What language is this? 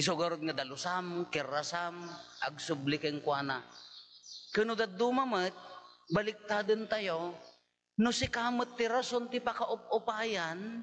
Iloko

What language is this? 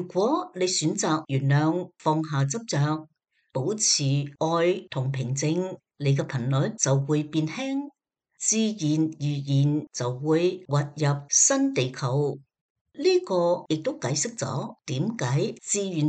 Cantonese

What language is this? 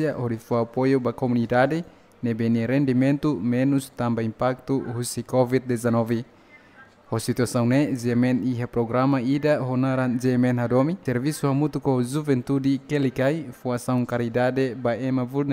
Tetum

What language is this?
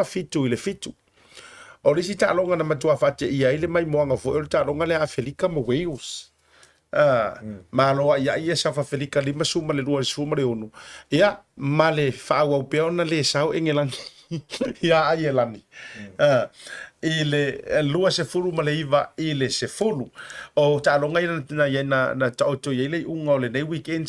Samoan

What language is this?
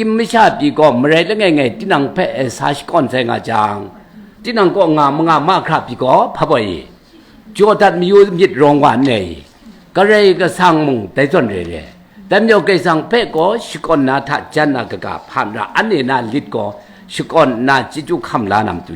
Kachin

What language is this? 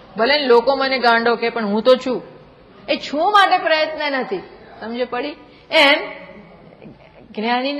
Gujarati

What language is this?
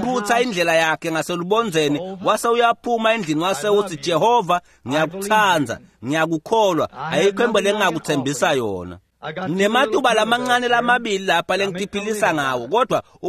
Swati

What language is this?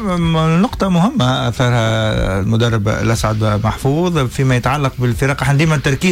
Tunisian Arabic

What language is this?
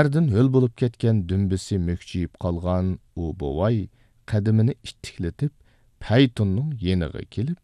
Uyghur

